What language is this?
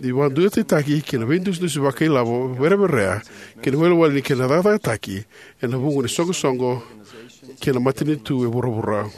Fijian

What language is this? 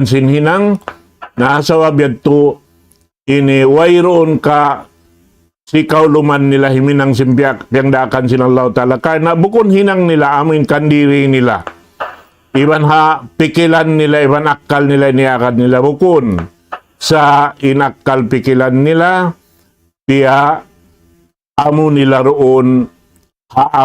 Tausug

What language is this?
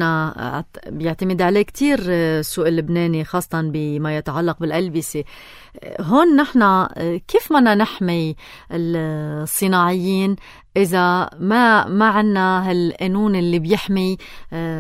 North Levantine Arabic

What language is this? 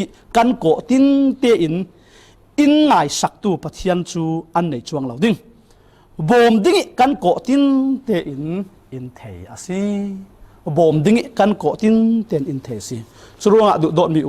Falam Chin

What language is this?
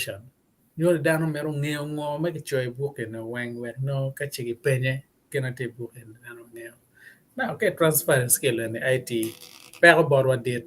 Acoli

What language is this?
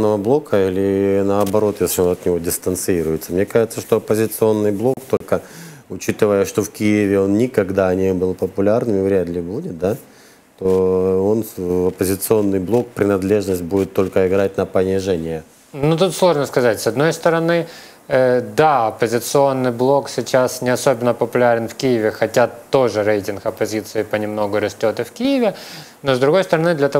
Russian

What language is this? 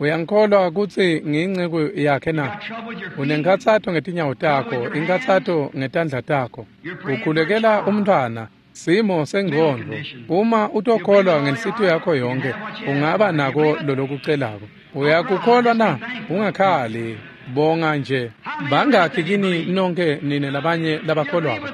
Swati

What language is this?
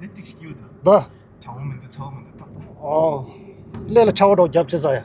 Tibetan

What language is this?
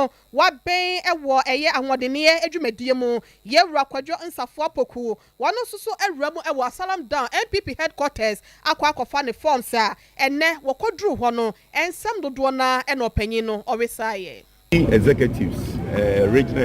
Akan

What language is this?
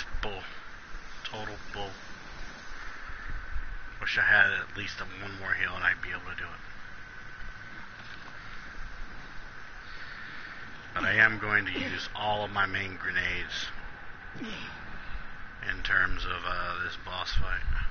English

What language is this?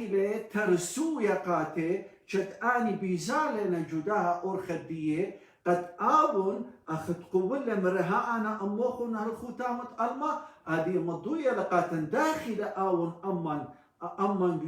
Assyrian Neo-Aramaic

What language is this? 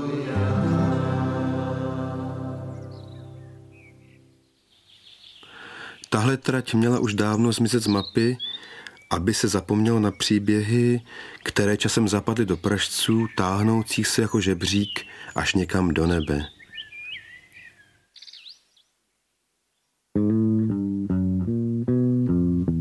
Czech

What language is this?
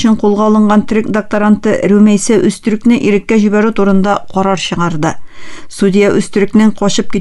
Tatar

